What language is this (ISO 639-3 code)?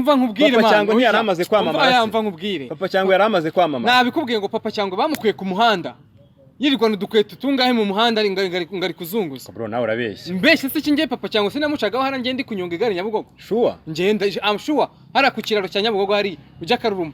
kin